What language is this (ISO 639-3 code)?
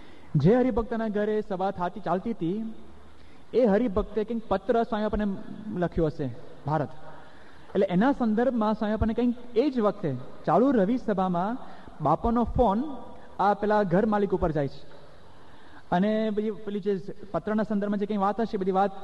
guj